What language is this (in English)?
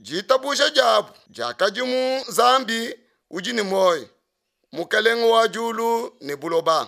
Luba-Lulua